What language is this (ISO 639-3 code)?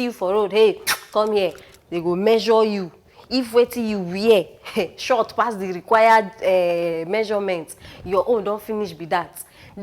pcm